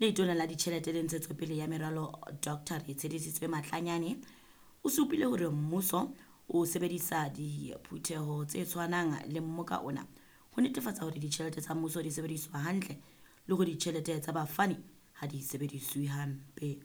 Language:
Southern Sotho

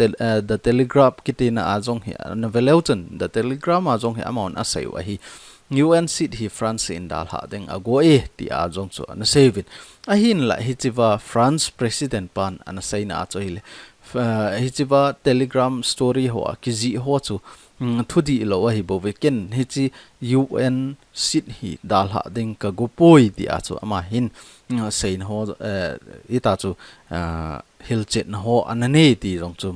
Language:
Thado Chin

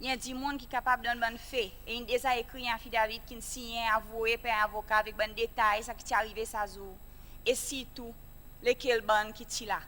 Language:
Seselwa Creole French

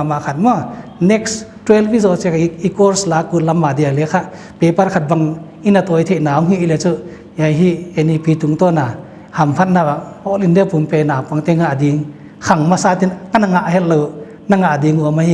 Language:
Paite Chin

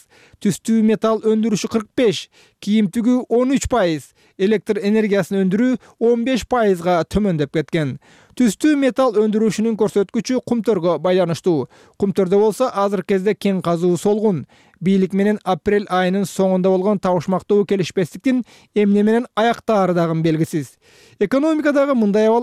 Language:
Kyrgyz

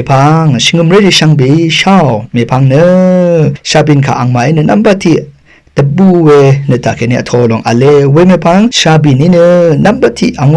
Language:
Rawang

